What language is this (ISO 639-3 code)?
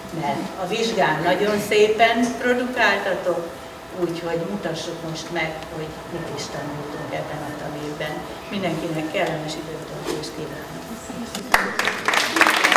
hun